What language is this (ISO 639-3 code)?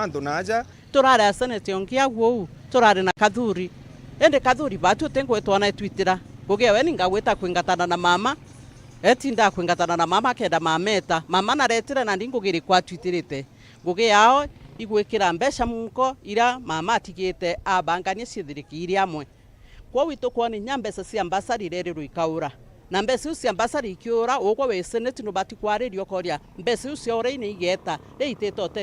mer